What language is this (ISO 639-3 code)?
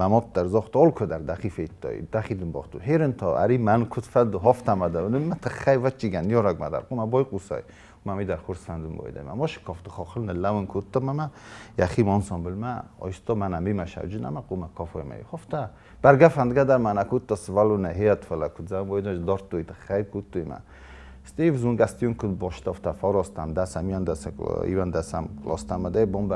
oss